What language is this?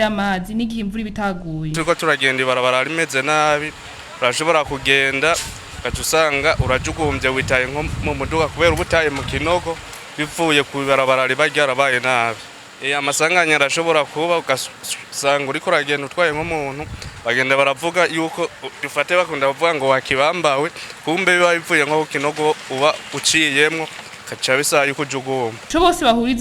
Rundi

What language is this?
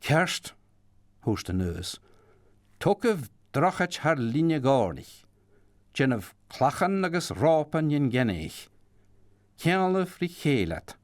Scottish Gaelic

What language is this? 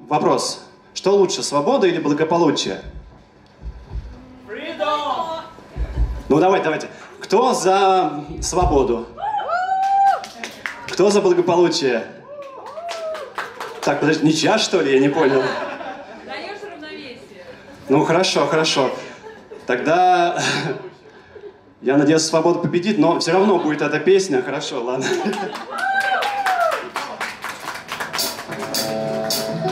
Russian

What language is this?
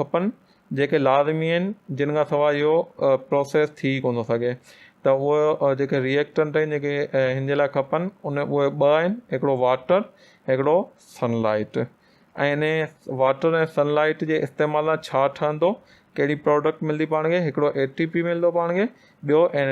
Sindhi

